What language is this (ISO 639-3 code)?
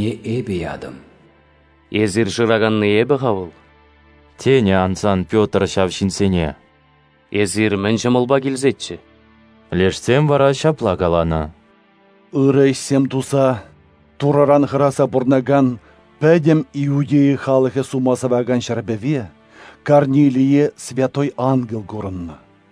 chv